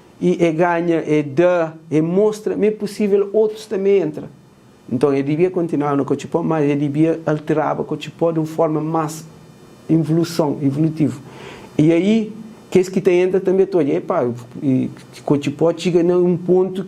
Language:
Kabuverdianu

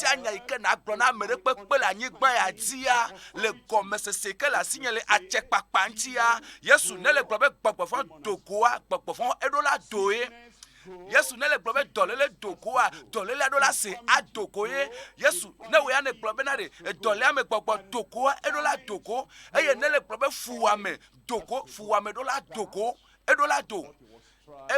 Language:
Ewe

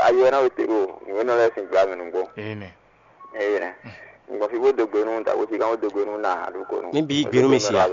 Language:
Fon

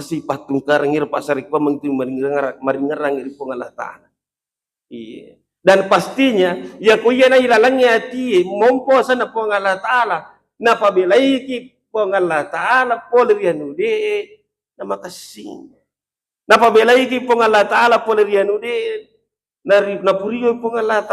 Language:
Buginese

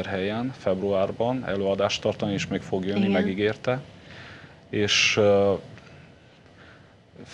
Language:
Hungarian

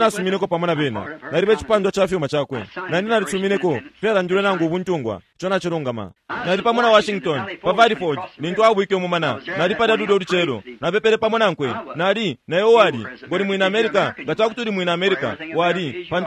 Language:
Bemba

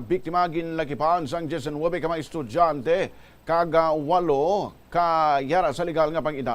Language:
Hiligaynon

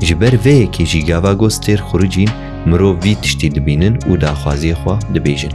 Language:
Kurdish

